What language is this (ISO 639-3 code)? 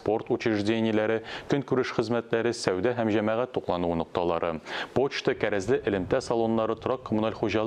tat